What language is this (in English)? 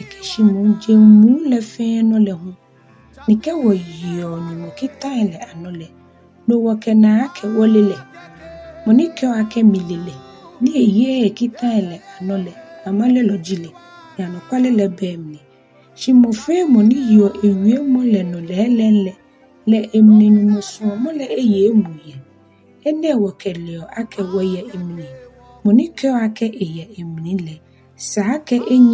Ga